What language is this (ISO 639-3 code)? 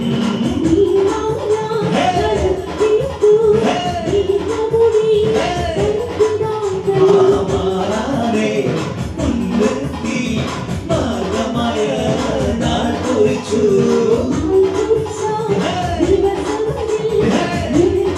mal